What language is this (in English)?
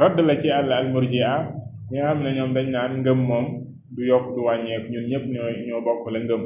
Wolof